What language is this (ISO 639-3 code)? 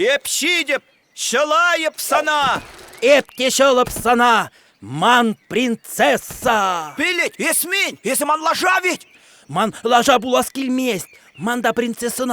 chv